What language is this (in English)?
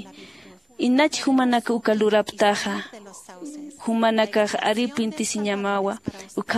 Aymara